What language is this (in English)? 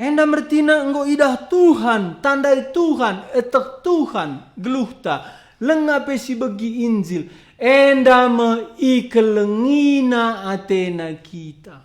Batak Karo